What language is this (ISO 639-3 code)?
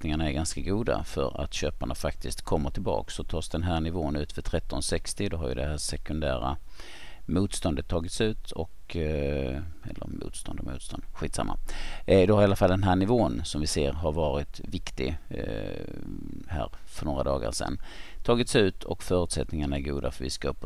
swe